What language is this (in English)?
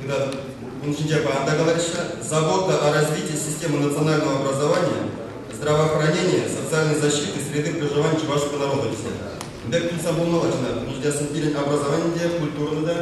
Chuvash